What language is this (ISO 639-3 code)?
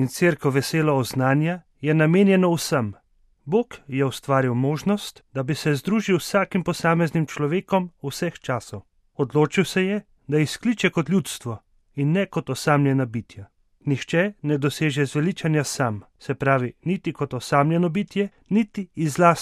slv